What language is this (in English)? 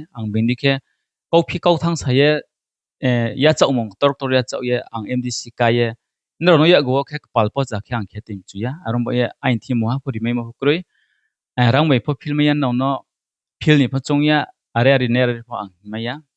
Riang (India)